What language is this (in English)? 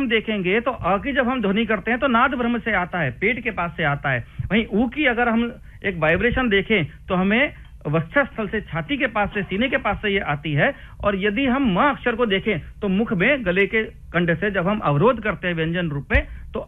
Hindi